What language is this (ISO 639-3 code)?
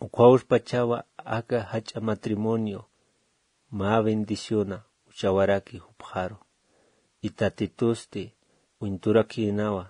aym